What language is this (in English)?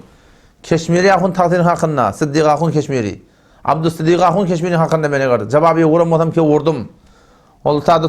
Turkmen